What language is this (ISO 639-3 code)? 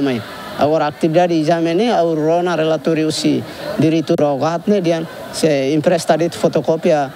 tet